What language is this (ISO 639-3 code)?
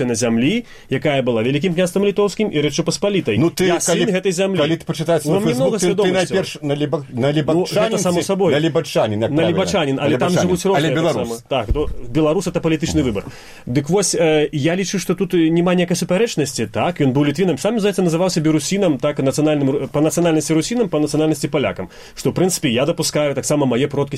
bel